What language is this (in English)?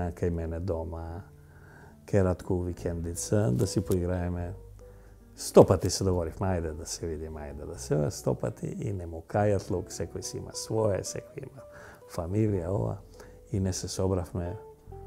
Macedonian